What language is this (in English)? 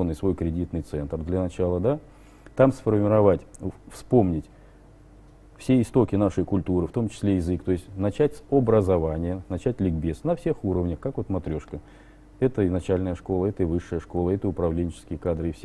Russian